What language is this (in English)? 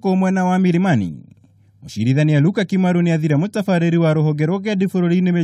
Kikuyu